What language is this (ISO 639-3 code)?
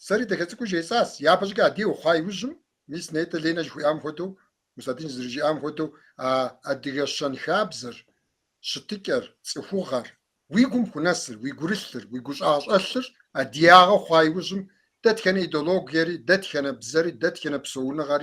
kbd